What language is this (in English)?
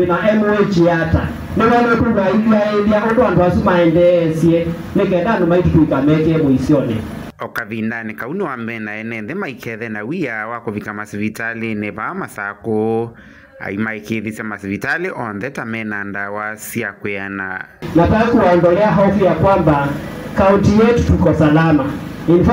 Kamba